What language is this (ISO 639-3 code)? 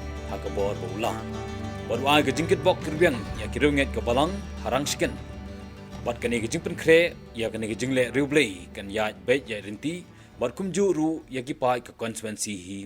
kha